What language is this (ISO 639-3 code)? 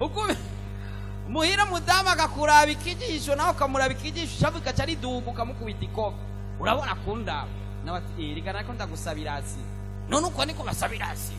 run